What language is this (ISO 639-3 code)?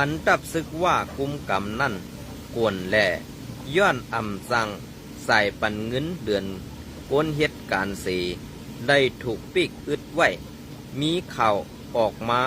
shn